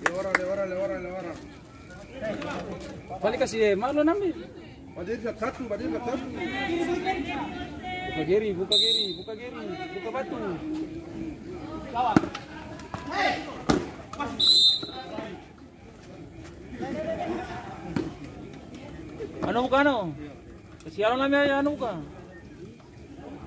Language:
Ambonese Malay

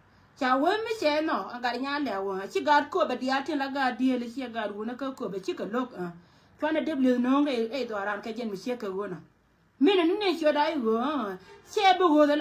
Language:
Nuer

